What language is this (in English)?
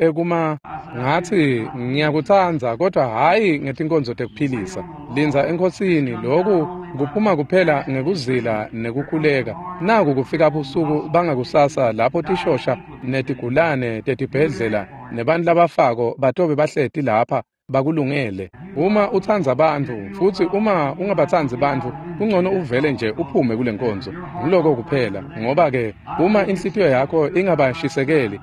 Swati